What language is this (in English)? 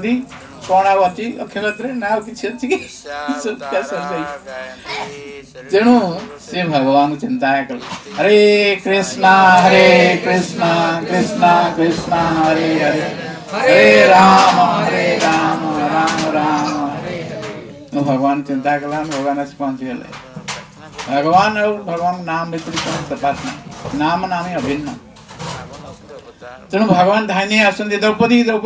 Odia